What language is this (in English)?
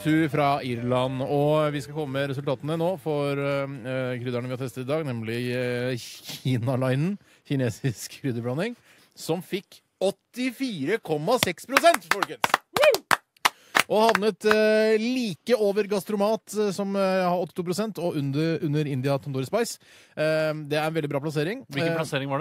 Norwegian